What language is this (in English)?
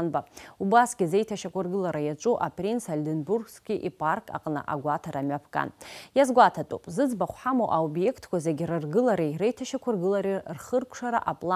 Abkhazian